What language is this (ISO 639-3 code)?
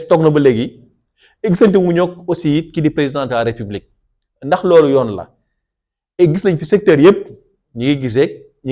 wol